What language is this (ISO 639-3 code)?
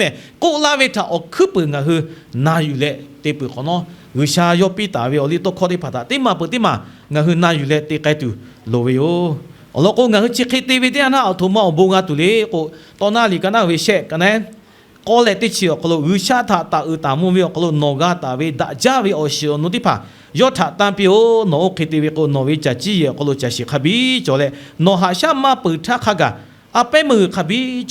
lhu